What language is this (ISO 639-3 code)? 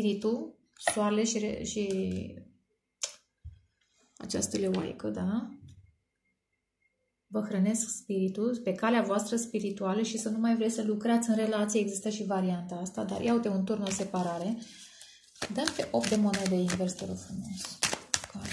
ron